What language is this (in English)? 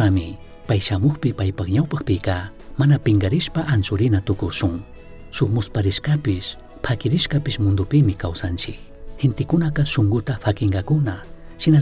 Chimborazo Highland Quichua